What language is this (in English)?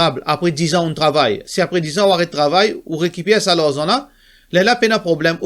Morisyen